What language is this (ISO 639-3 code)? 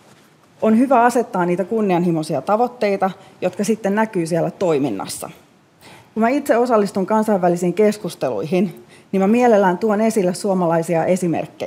fin